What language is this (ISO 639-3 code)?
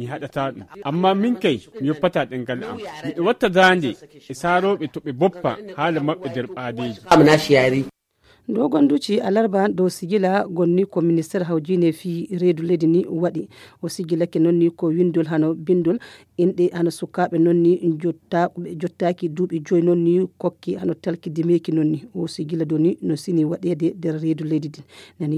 ful